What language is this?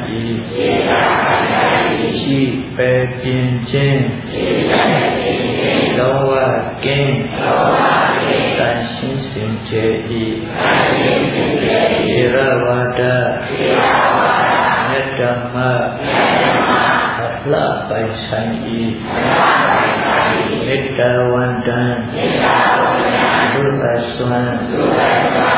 Burmese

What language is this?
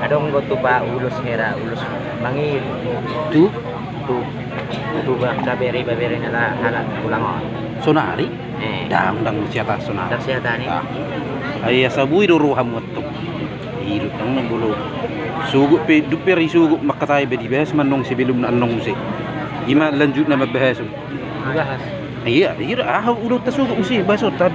Batak Toba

